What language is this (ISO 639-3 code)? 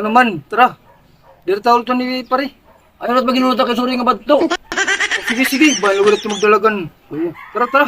war